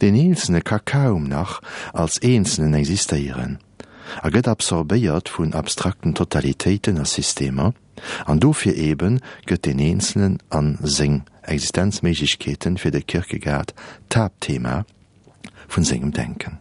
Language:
Luxembourgish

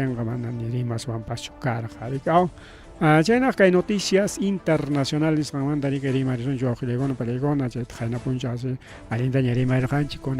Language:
Ayacucho Quechua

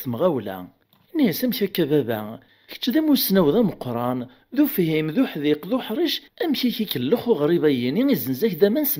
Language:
Kabyle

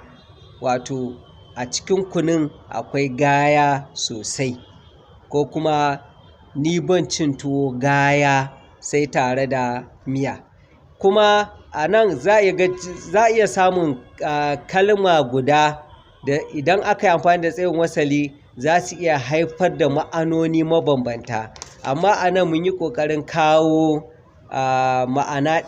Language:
Hausa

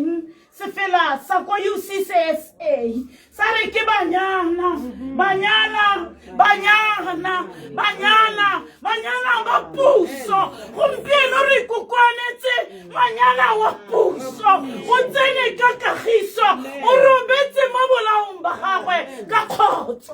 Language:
Tswana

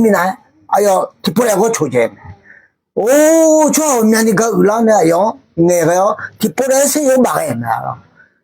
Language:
Akha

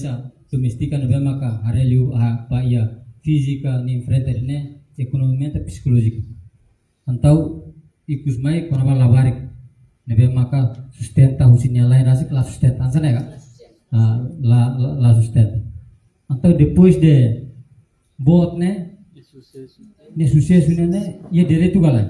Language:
Tetum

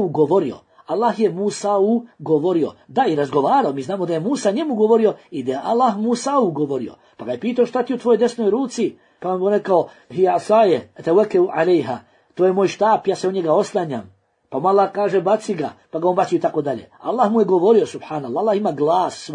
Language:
Bosnian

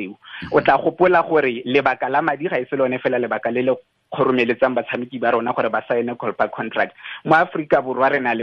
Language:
Tswana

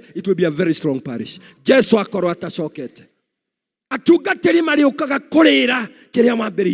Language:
Kikuyu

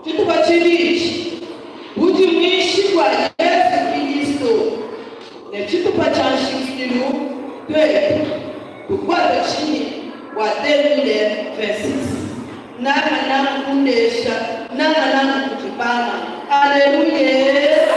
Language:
Luba-Lulua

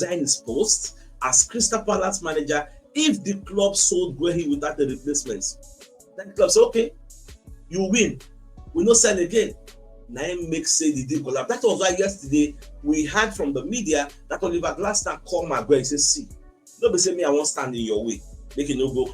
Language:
Nigerian Pidgin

